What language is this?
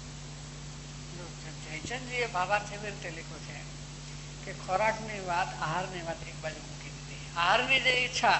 Gujarati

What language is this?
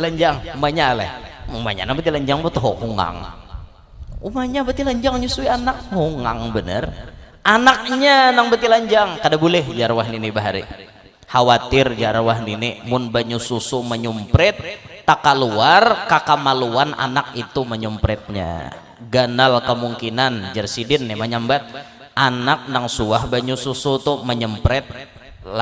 Banjar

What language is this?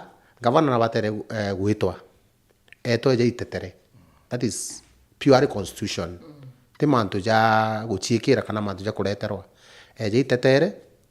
Meru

